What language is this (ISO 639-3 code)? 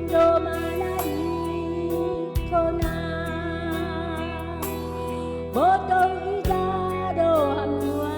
bts